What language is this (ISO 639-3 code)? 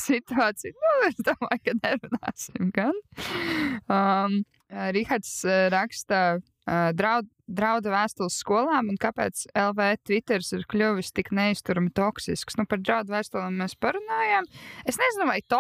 lav